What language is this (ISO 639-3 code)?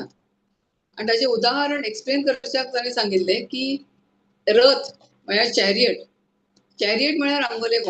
kok